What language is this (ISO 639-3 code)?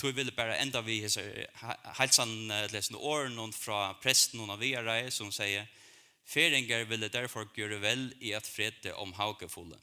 fao